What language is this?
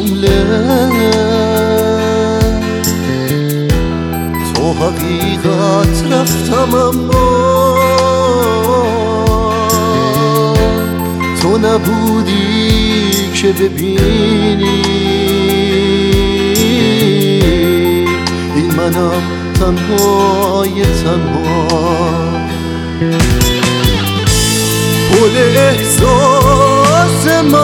Persian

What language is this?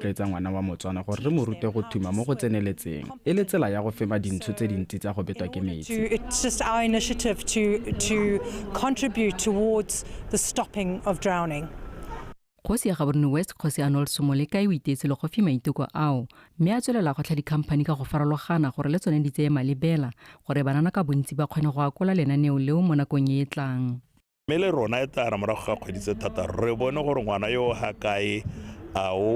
Tswana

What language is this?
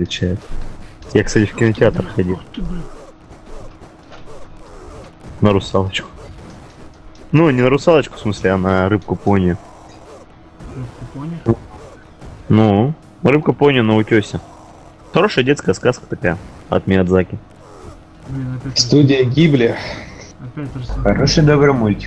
Russian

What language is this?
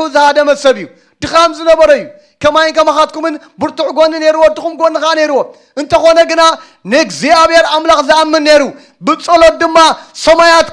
Tigrinya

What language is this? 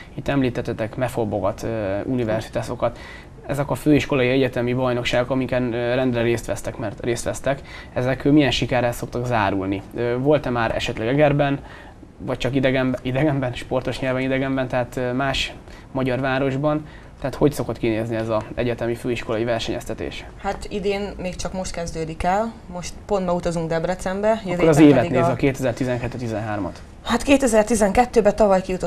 Hungarian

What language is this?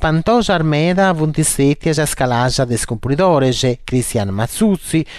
Sardinian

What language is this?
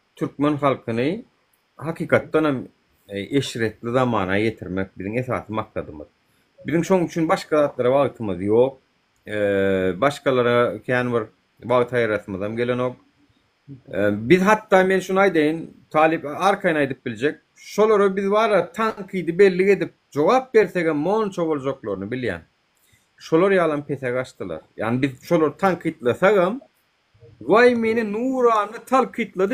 Turkmen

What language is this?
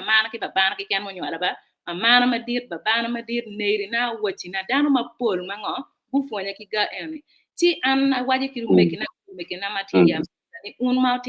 Acoli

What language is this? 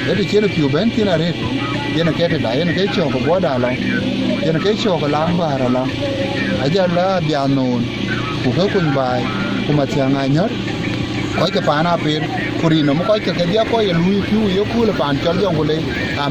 Dinka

